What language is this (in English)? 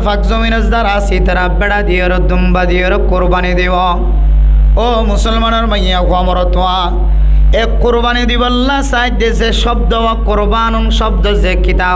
Rohingya